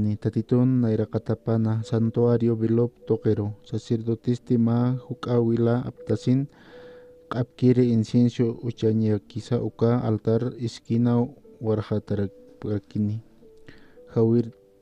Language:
Aymara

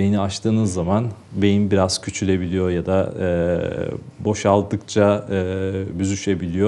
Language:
Turkish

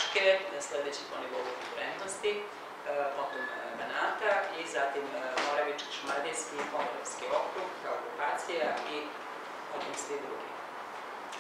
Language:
Serbian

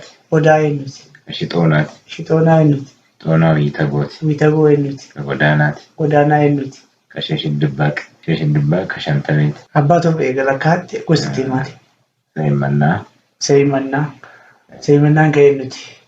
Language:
Oromo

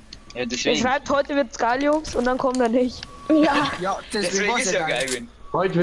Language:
Bavarian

